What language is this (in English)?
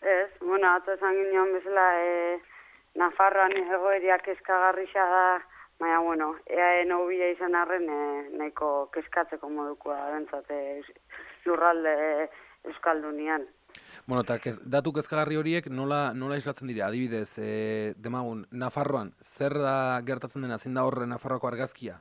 Basque